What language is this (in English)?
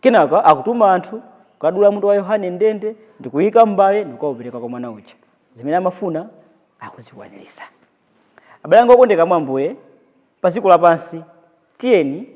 Nyanja